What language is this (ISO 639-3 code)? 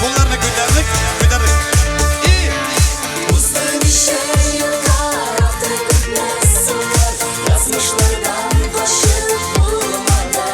tat